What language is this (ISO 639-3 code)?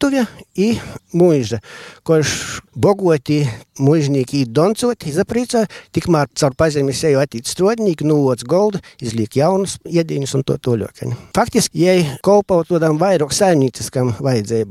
lav